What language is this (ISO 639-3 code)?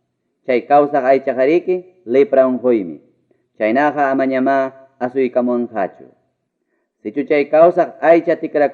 quy